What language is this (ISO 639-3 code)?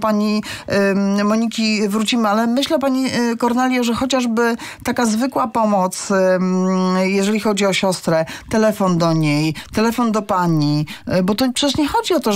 pol